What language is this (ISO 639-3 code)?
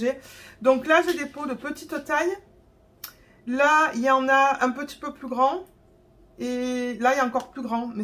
fra